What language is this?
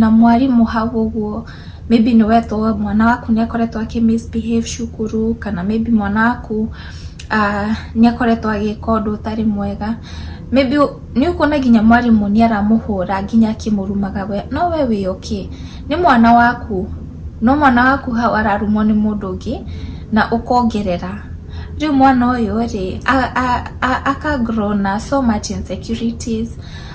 Kikuyu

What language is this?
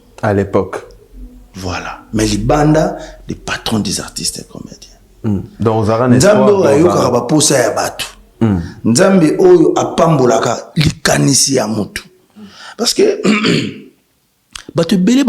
Lingala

